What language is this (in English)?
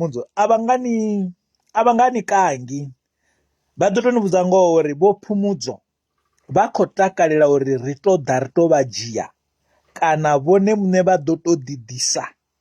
Venda